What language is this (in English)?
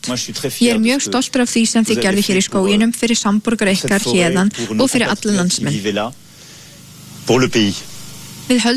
Icelandic